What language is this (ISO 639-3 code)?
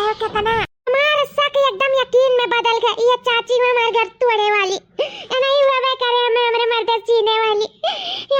awa